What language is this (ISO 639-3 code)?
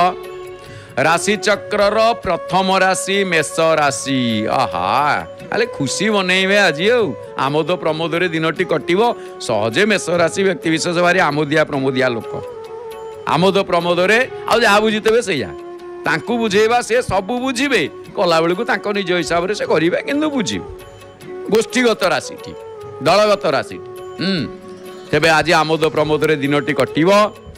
ori